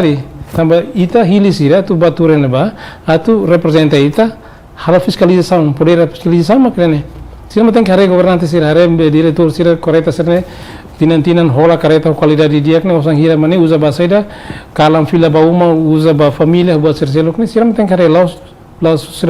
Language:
Tetum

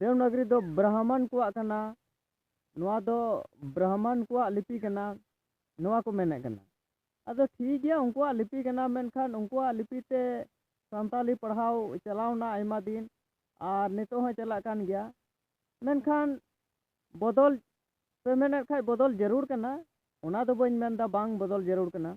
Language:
Santali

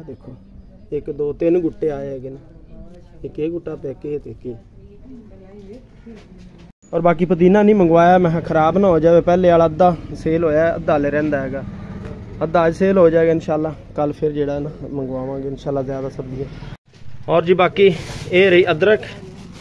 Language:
Punjabi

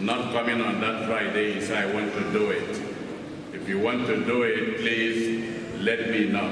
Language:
Igbo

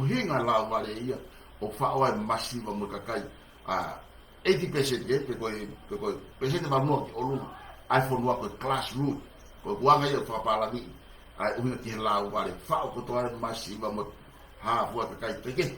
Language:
Tongan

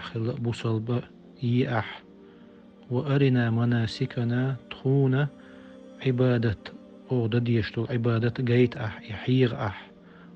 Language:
Chechen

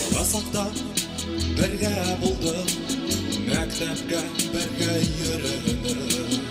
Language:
Bashkir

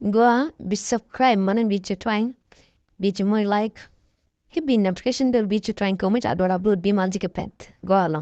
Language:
Nuer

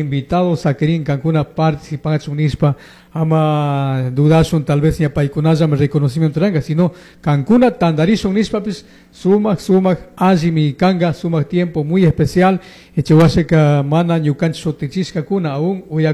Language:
Chimborazo Highland Quichua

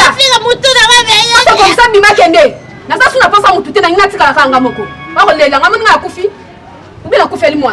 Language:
Lingala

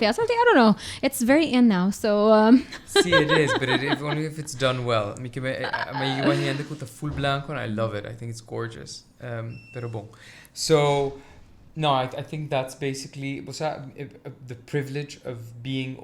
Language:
Papiamento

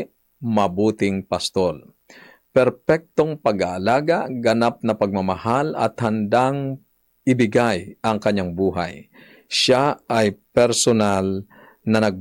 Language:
Filipino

